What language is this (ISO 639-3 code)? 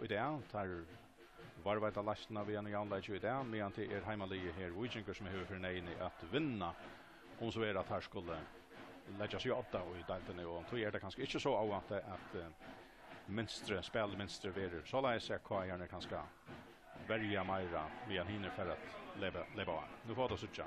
fao